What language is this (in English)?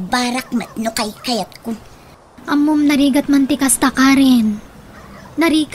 Iloko